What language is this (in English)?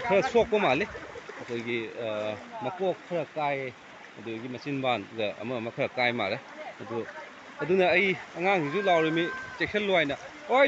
Manipuri